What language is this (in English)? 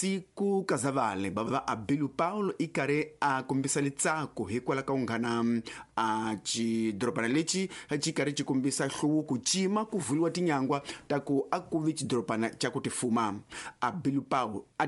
Tsonga